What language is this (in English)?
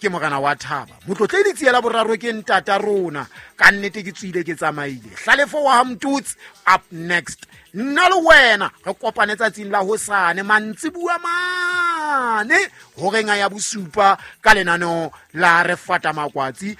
Southern Sotho